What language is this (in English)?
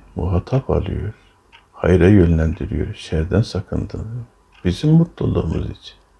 Turkish